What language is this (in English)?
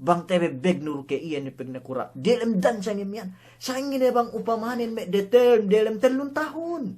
Yakan